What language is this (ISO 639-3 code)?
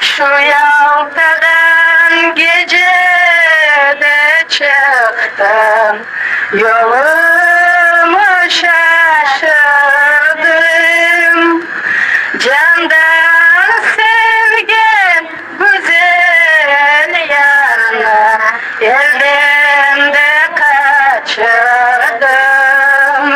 crh